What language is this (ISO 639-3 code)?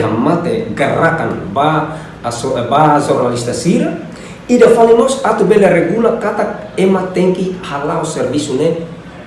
tet